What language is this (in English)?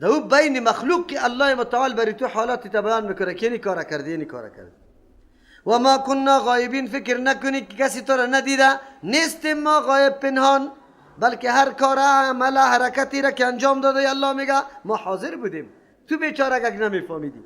Persian